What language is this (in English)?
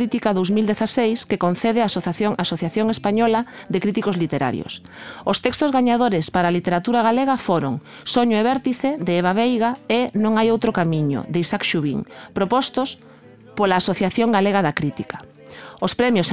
Galician